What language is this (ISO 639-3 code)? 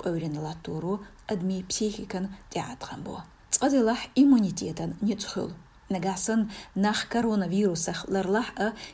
che